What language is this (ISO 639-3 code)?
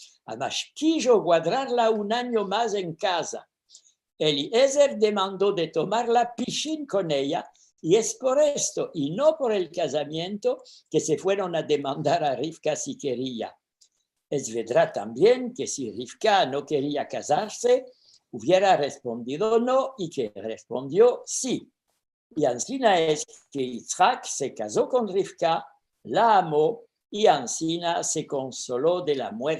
lad